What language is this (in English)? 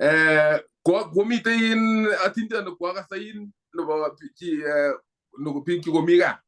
Kalenjin